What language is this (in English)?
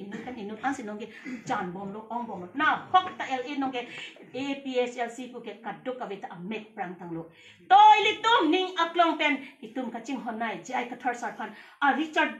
Karbi